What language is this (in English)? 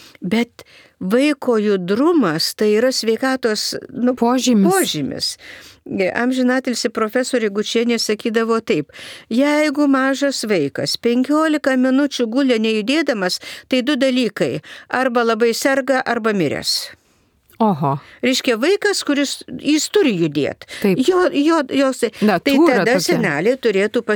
Lithuanian